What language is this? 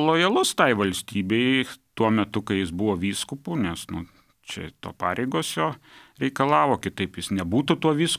Lithuanian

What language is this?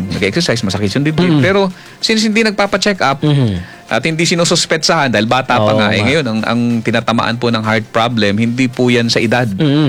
Filipino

